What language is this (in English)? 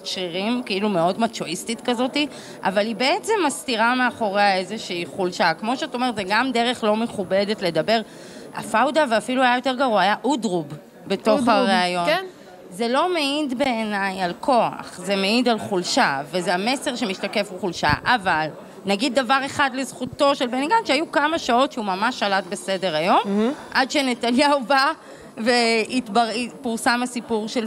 Hebrew